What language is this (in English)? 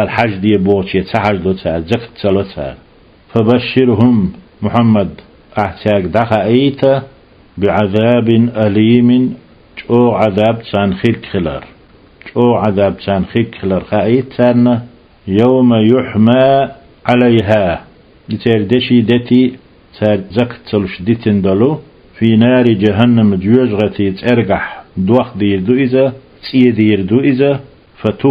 Chechen